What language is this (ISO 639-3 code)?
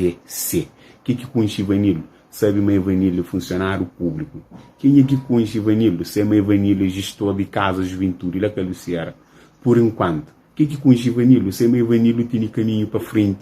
kea